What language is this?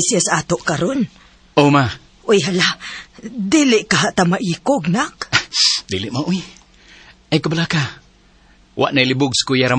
Cebuano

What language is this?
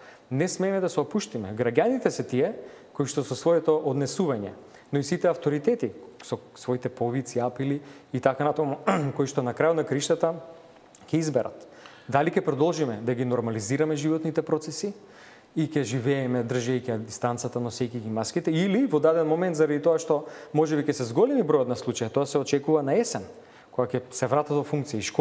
Macedonian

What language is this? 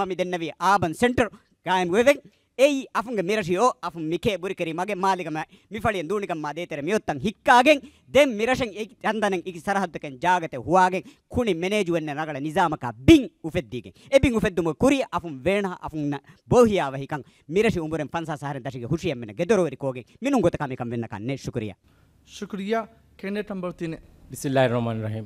Divehi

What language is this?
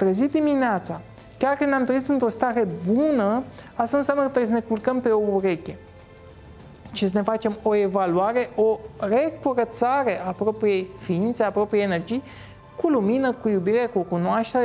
Romanian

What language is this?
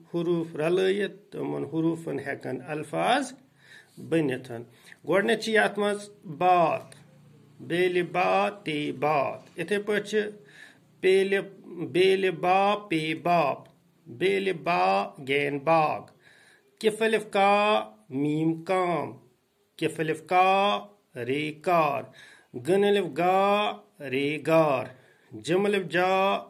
Kashmiri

